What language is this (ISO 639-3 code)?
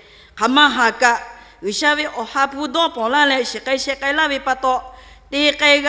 lhu